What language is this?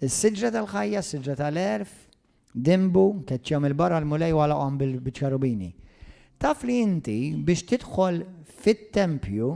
Maltese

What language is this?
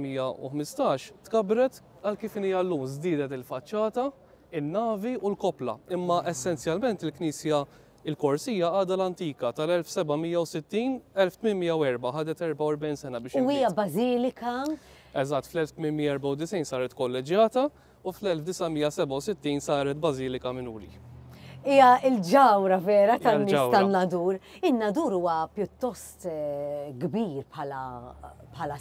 Maltese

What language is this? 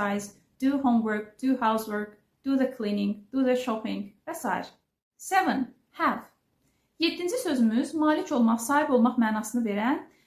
Azerbaijani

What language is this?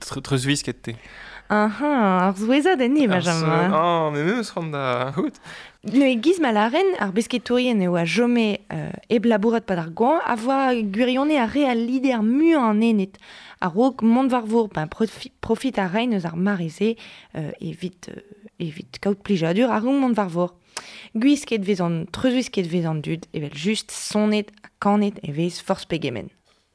Breton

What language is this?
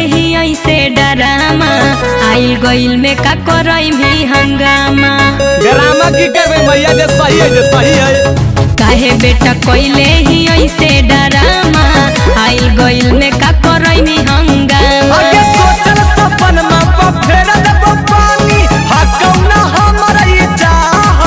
Magahi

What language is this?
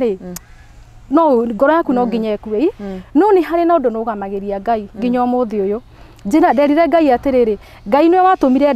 Kikuyu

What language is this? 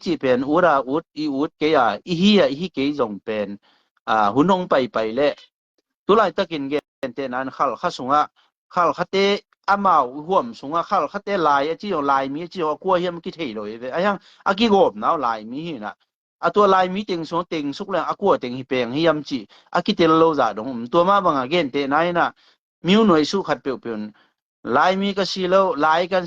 Tedim Chin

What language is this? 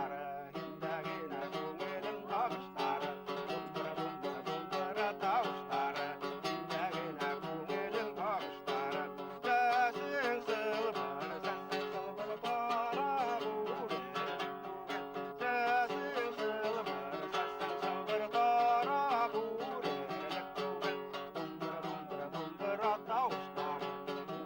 Bashkir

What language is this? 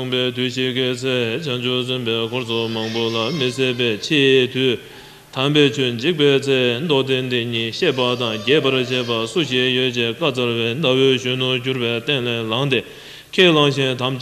Tibetan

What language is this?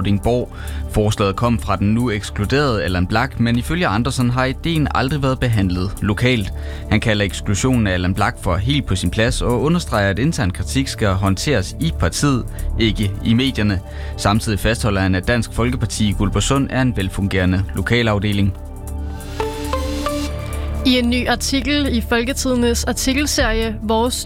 Danish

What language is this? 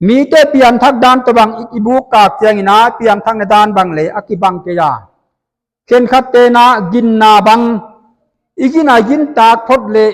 Paite Chin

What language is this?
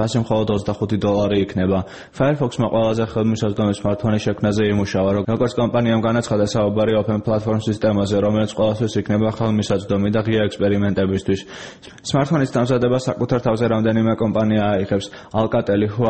Georgian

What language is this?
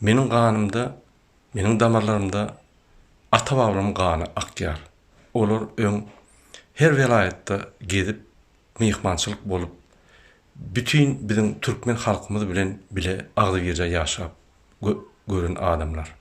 Turkmen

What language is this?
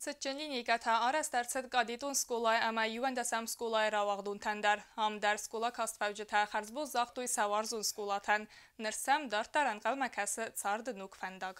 Ossetic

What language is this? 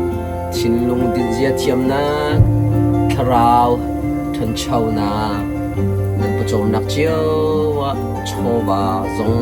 Hakha Chin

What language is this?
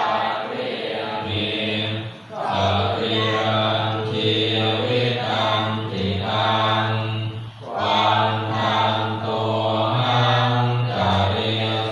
Pali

